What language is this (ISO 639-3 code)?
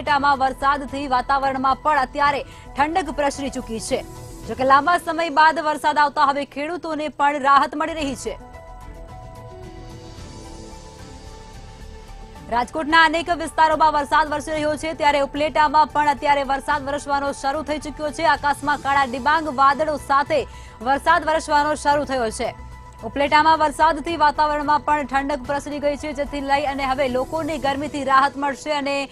guj